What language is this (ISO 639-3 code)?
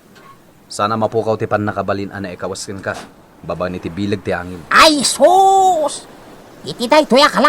ilo